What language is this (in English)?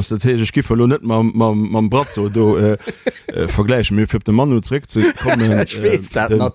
Luxembourgish